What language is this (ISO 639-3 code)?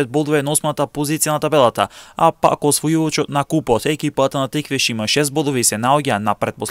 mkd